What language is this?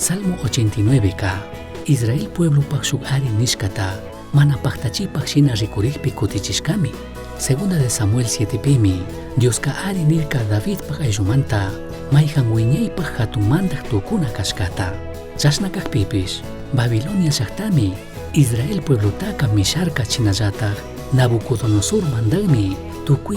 Chimborazo Highland Quichua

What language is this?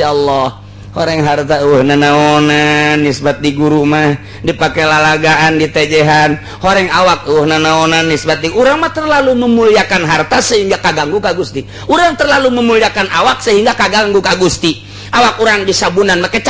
Sundanese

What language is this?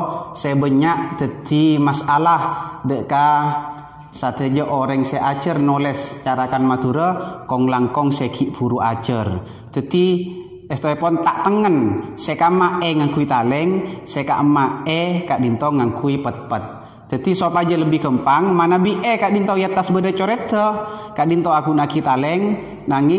Madurese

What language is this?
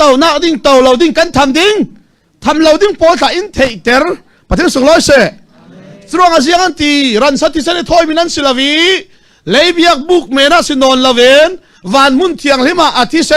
Falam Chin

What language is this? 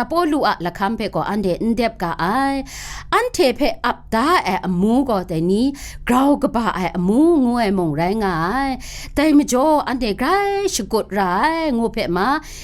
Kachin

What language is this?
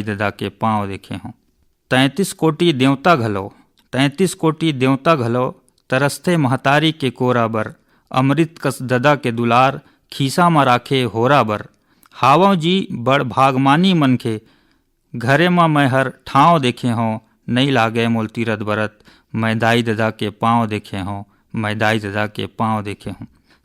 Chhattisgarhi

